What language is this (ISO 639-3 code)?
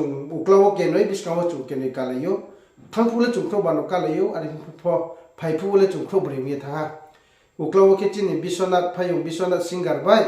ria